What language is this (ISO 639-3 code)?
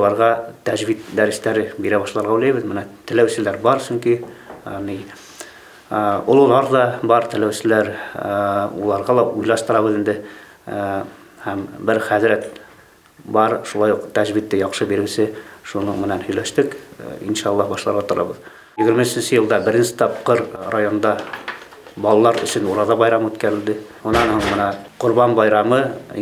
bak